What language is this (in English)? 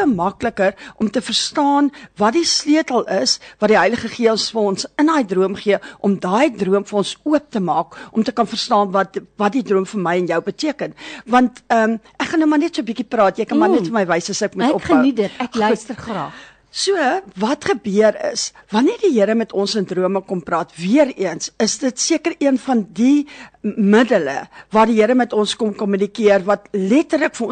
Afrikaans